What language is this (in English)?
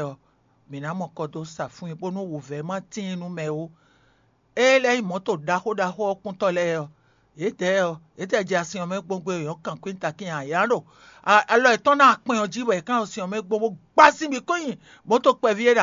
Fon